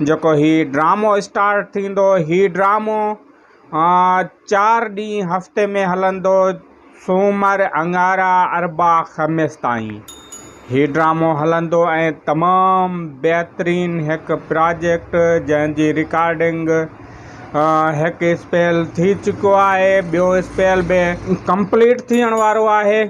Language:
Sindhi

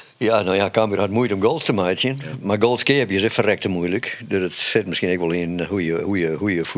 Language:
Western Frisian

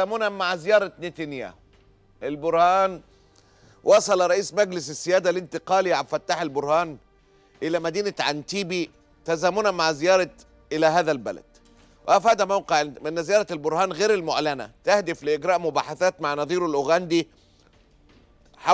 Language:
Arabic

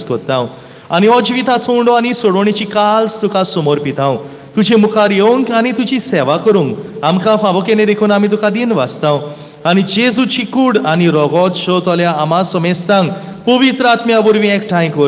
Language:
Konkani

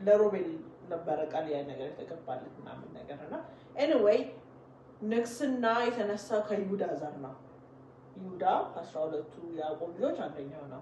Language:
Amharic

